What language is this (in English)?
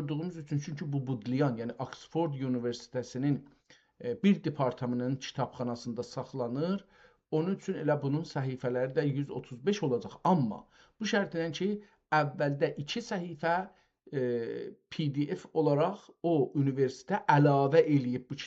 South Azerbaijani